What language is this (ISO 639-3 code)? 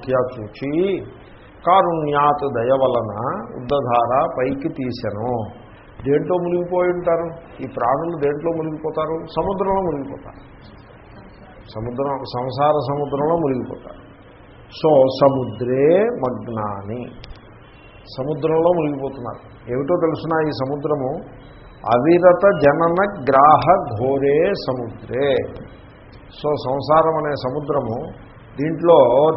tel